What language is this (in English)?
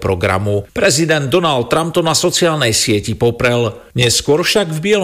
Slovak